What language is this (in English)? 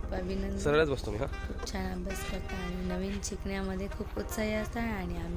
Marathi